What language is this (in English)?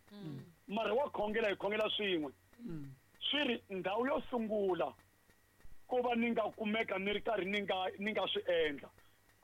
Tsonga